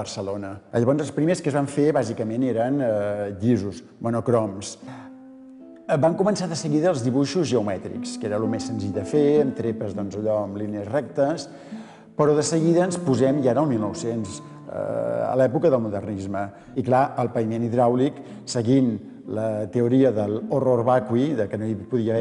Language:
Catalan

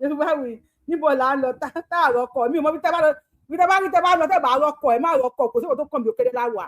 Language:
Yoruba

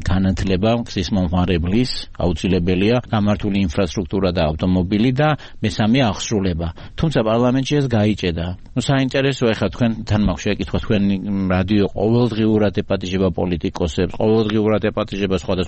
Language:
Georgian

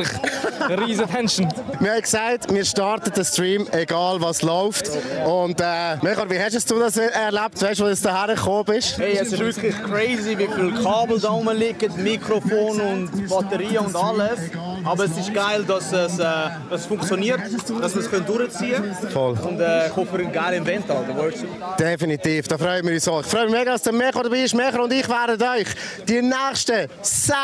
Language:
Swiss German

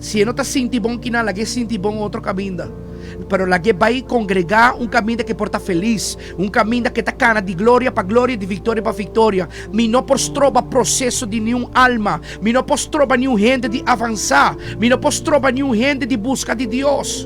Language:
Papiamento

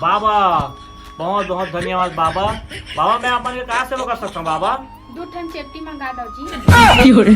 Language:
Chhattisgarhi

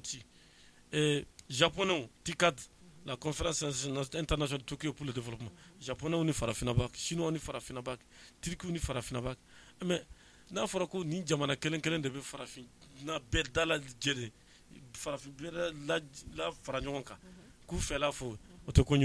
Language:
Bambara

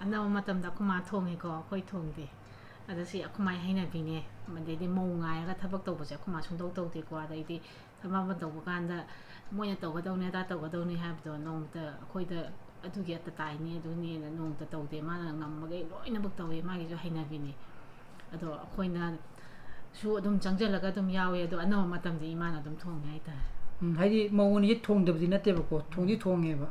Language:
Manipuri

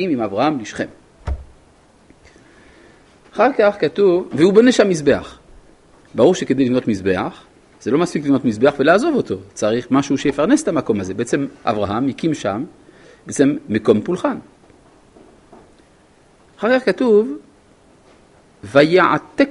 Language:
Hebrew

